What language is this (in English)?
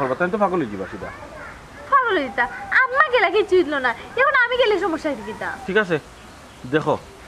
Sylheti